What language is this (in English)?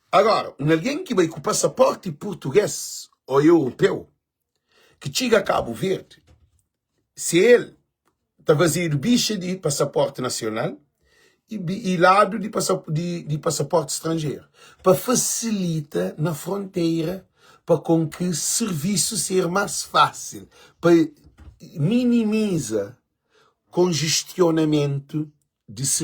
Kabuverdianu